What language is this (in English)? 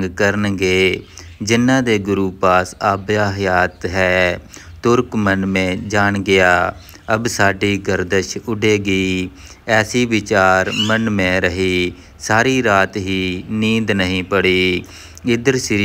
Punjabi